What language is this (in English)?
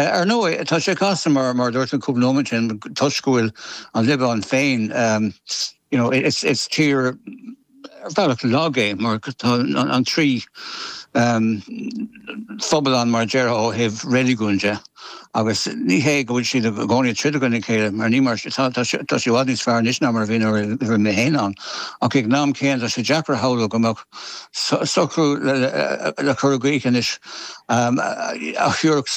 Irish